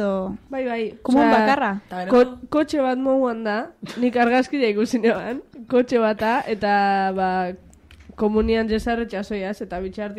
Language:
Basque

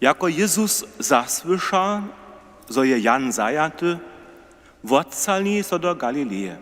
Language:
Upper Sorbian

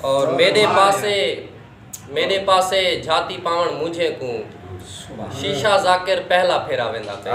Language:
Saraiki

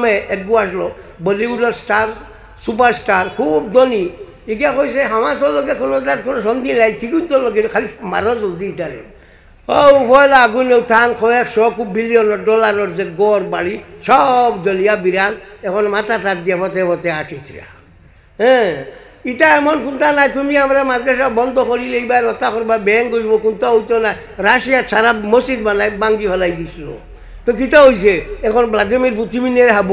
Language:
Sylheti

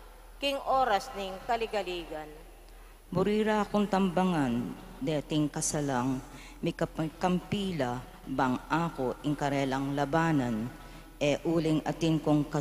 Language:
Pampanga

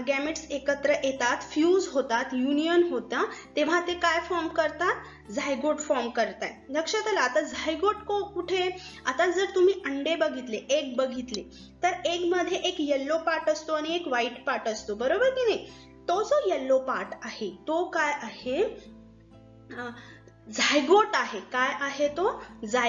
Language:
Marathi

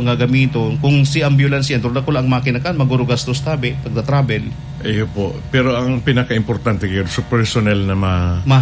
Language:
Bikol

